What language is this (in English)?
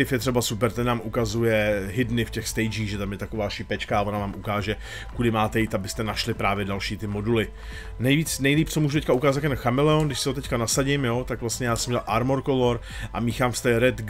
Czech